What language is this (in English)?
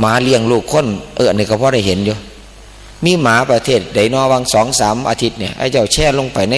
Northeastern Thai